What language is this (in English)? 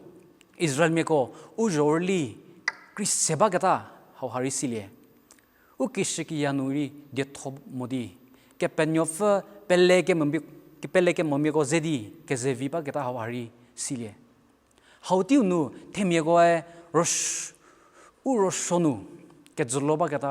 Angami Naga